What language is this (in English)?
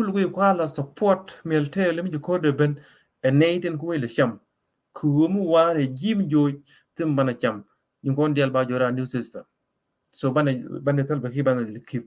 Nuer